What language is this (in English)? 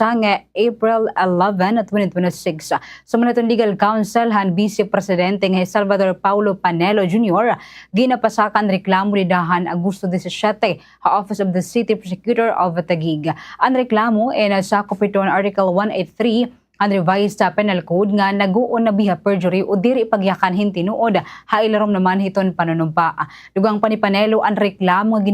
Waray